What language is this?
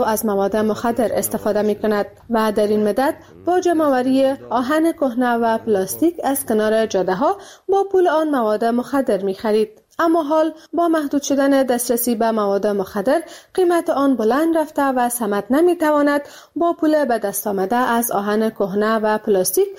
Persian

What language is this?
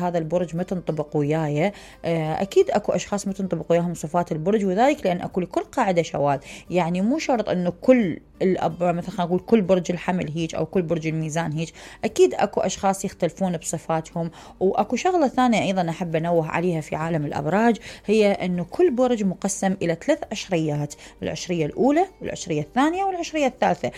Mesopotamian Arabic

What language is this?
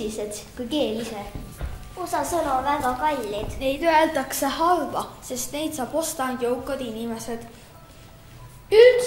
Estonian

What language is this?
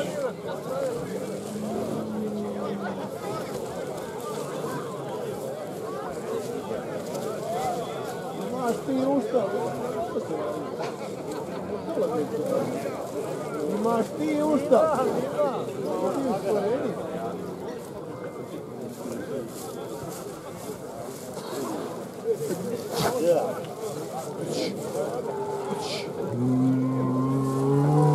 Bosnian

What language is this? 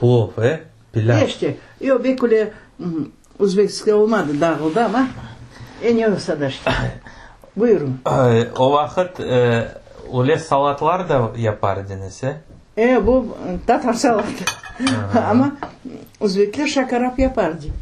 Crimean Tatar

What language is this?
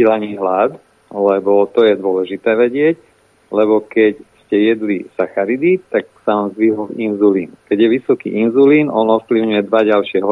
Slovak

